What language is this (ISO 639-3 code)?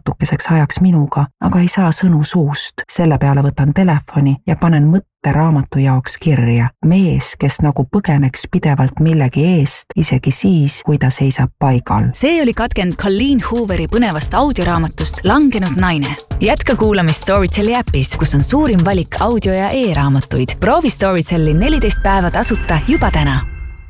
est